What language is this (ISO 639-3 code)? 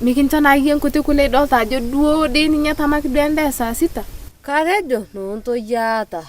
mas